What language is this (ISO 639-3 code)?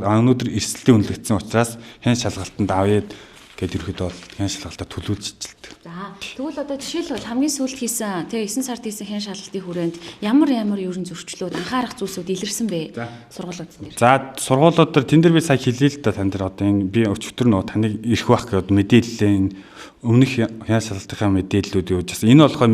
mon